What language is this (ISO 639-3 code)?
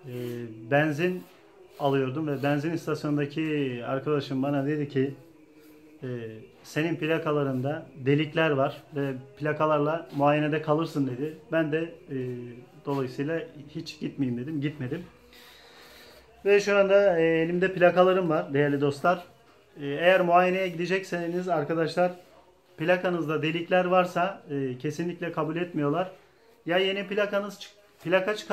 tur